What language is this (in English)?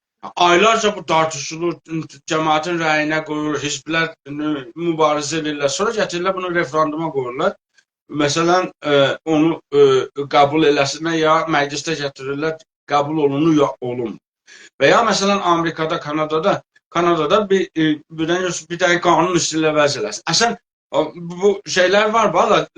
South Azerbaijani